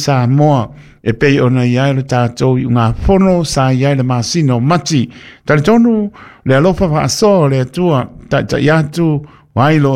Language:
Samoan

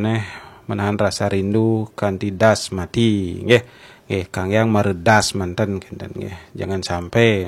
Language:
Balinese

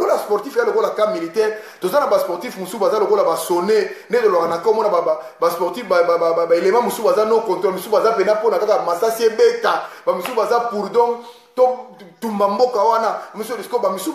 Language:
Lingala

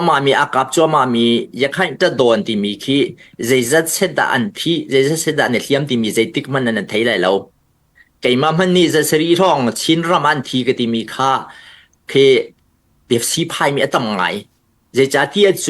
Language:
Hakha Chin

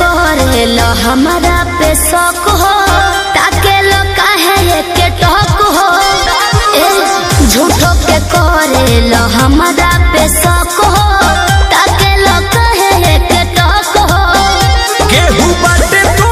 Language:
Bhojpuri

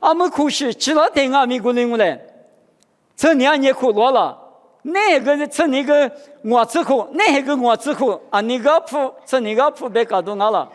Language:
Lisu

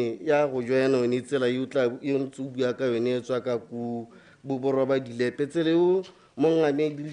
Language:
Tswana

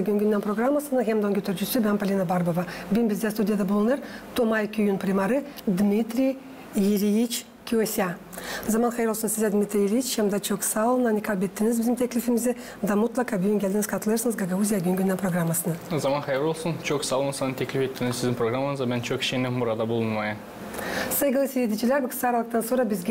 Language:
Gagauz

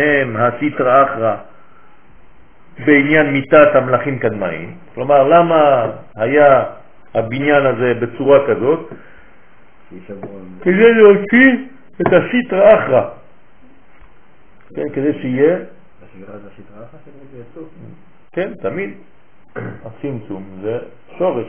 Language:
Hebrew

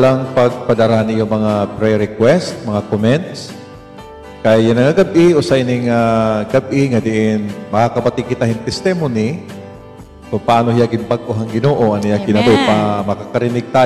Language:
Waray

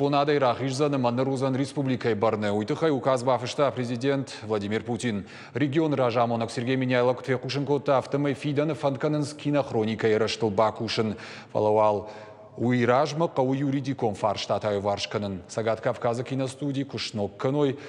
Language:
Ossetic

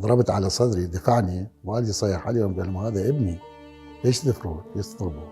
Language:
Mesopotamian Arabic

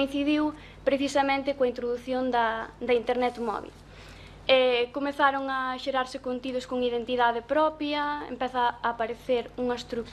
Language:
Galician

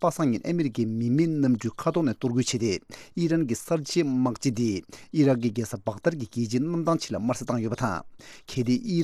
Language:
Tibetan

